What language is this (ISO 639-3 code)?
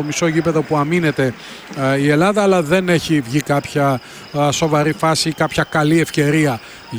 ell